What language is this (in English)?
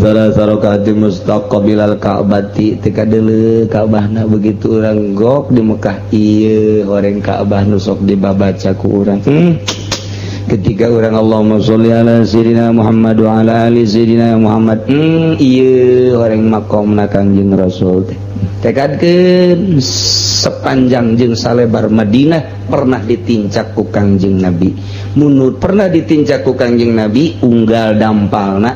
Sundanese